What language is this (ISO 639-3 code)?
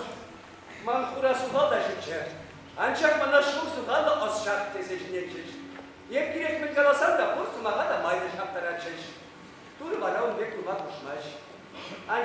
chv